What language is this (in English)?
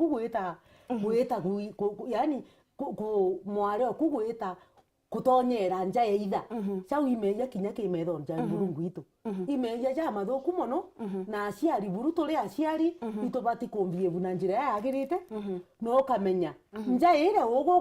Meru